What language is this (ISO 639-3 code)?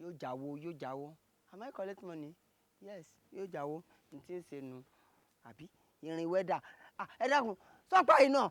yor